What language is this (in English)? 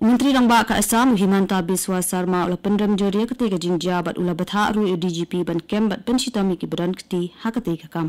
Khasi